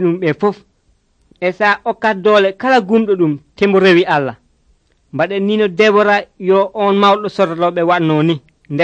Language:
Nigerian Fulfulde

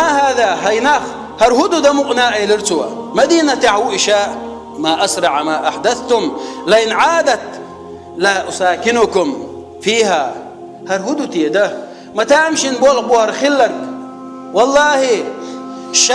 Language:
Chechen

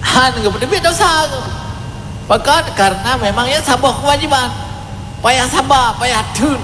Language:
Achinese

